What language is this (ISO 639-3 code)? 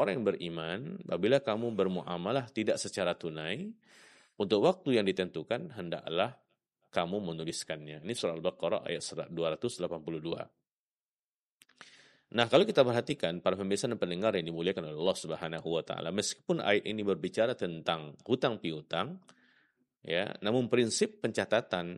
ind